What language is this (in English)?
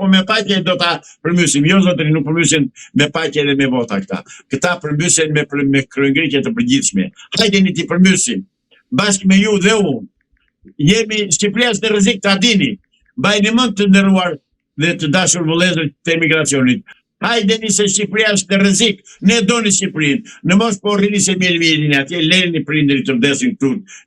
Albanian